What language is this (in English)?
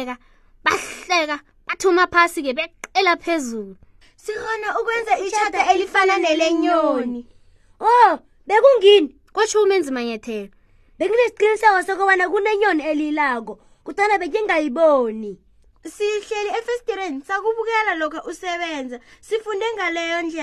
South Ndebele